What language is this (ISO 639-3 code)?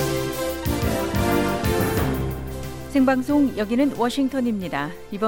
kor